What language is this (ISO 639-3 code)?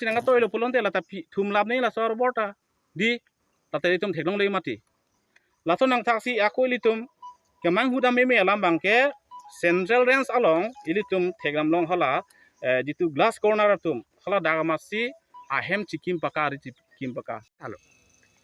mjw